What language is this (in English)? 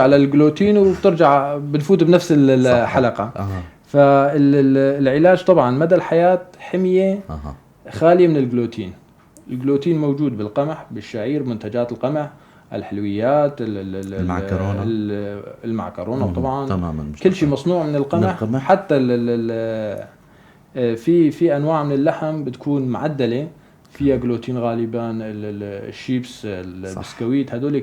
North Levantine Arabic